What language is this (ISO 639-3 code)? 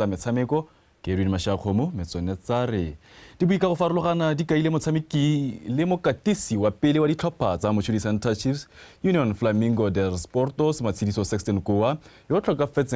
tsn